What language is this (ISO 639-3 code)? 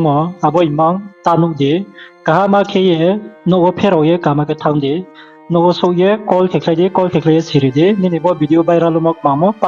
ria